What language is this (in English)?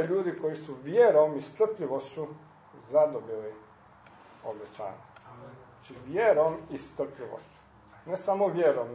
Croatian